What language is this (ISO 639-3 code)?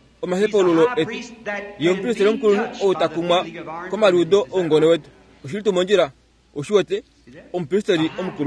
kua